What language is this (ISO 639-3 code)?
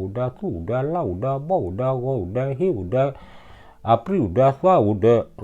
ksw